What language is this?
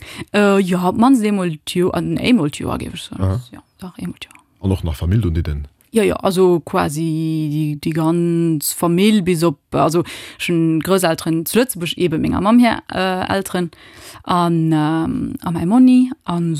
Luxembourgish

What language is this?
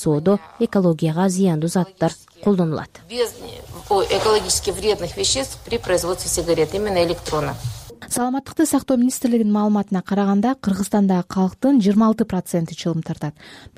Kyrgyz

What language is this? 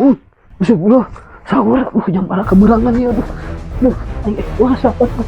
Sundanese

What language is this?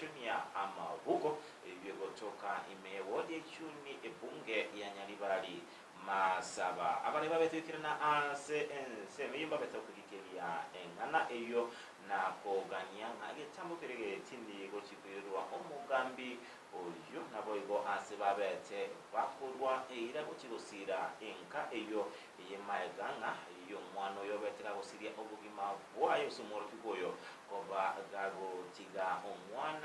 Gusii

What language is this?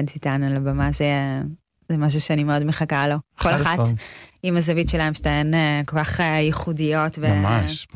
Hebrew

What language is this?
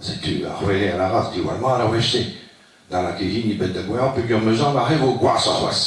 Breton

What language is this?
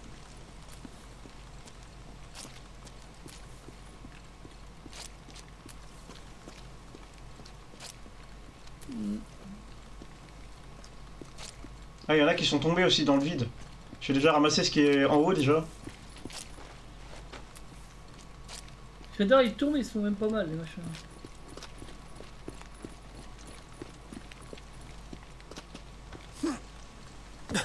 French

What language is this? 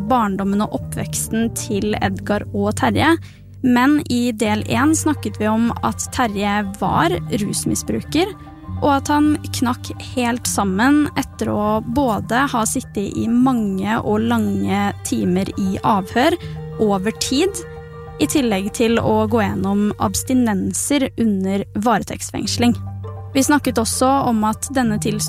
Norwegian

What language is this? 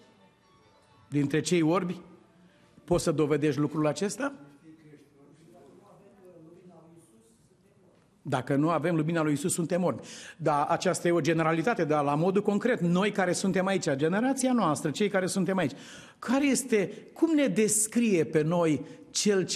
Romanian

